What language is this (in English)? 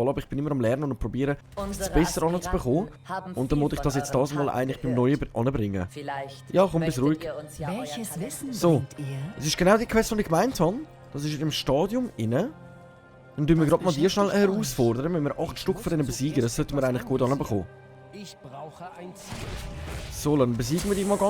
Swiss German